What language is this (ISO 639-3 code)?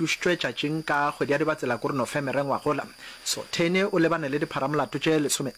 nso